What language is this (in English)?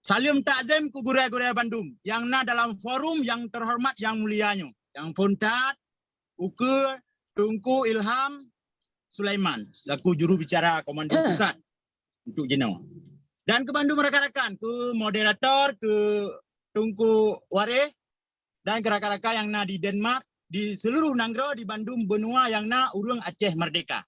Achinese